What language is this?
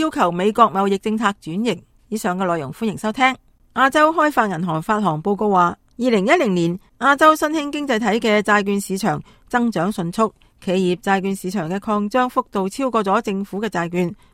Cantonese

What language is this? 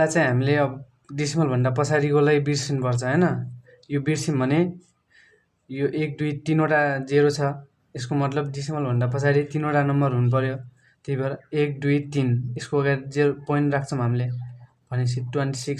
Nepali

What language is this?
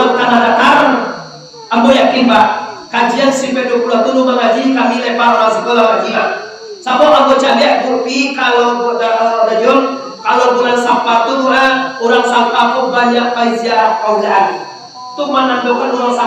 Minangkabau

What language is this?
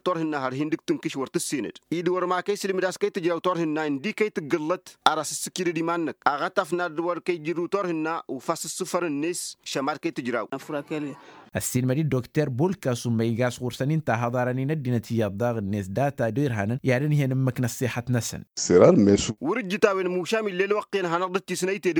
Tamasheq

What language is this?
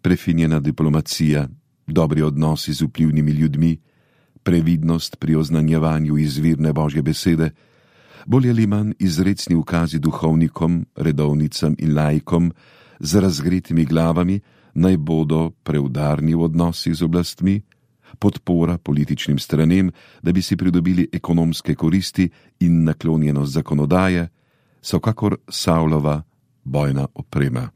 Slovenian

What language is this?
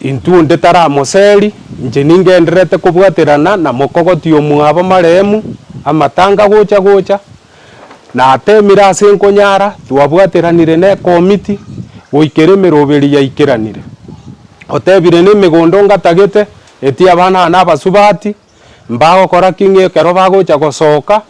Gusii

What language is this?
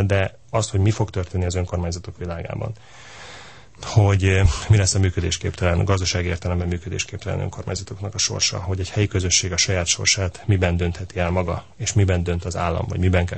Hungarian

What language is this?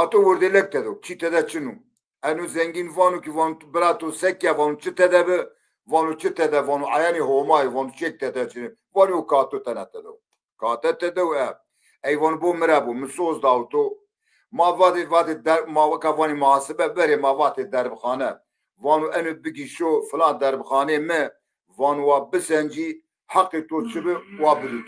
Zaza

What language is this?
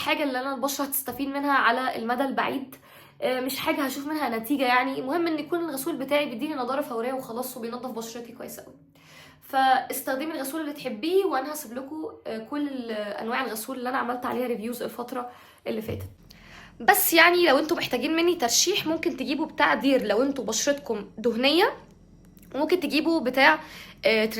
Egyptian Arabic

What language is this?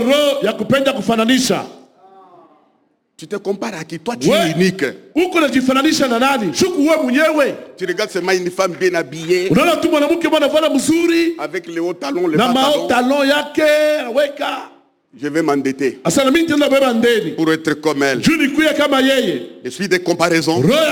Swahili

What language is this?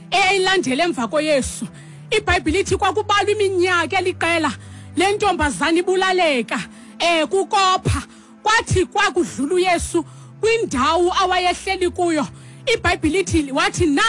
Xhosa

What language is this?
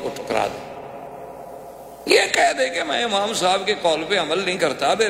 Urdu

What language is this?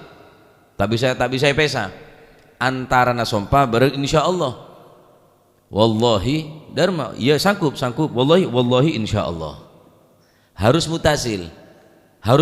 Madurese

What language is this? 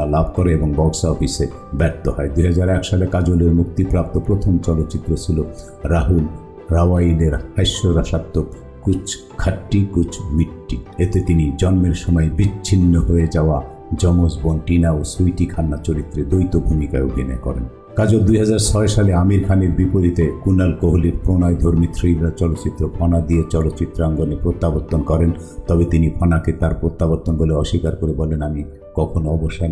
Bangla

